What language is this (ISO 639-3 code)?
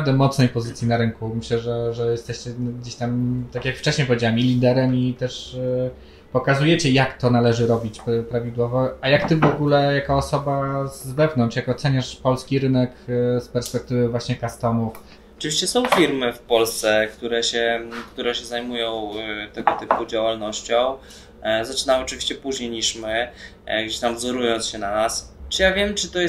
pol